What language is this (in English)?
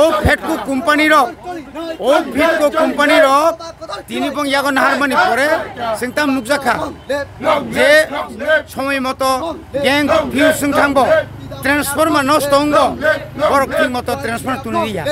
Kok Borok